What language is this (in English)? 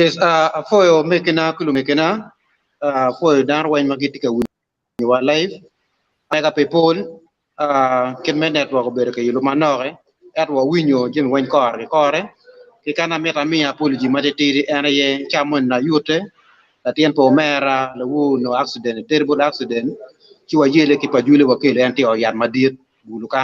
Acoli